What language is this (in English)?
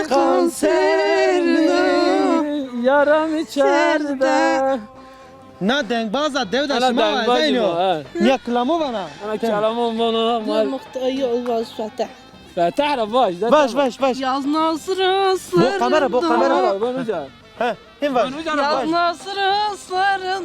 Zaza